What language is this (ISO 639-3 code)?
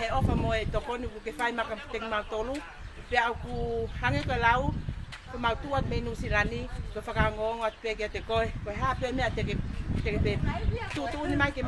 ton